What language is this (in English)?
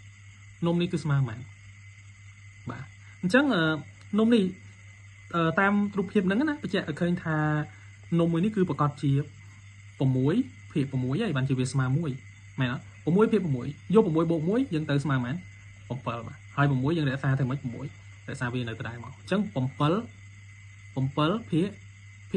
Khmer